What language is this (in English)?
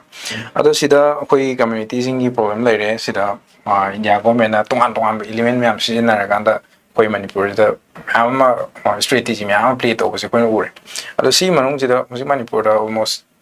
Manipuri